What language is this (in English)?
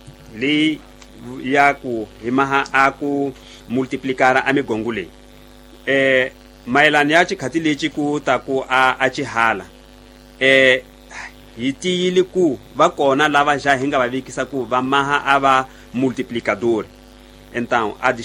Tsonga